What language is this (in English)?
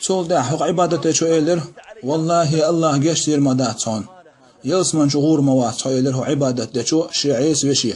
Chechen